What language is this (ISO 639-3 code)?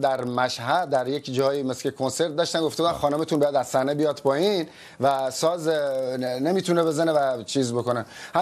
fas